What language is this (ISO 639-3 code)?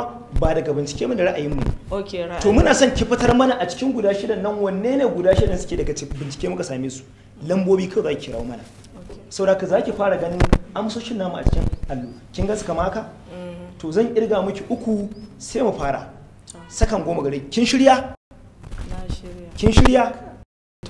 hau